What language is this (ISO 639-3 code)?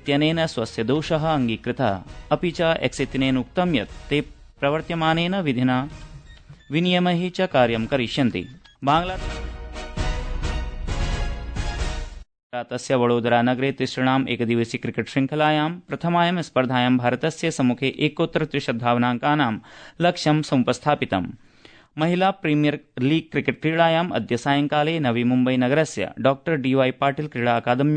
san